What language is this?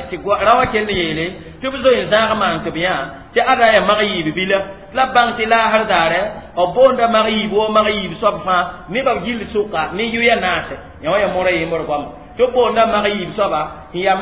Mossi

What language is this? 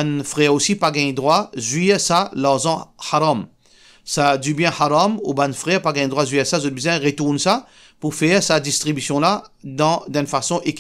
Morisyen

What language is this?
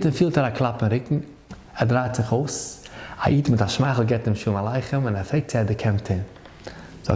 Yiddish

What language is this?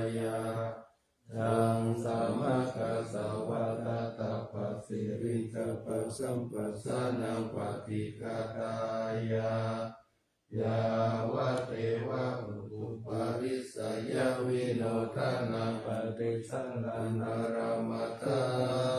Pali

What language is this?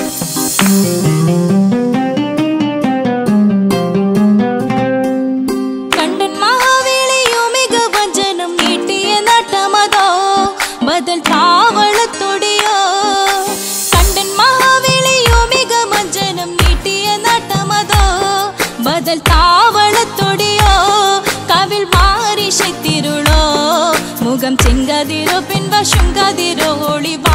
Malayalam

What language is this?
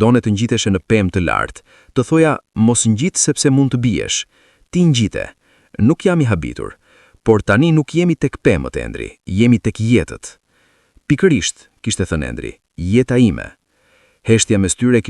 Albanian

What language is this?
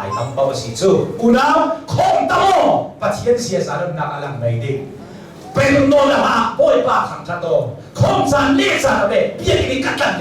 Hakha Chin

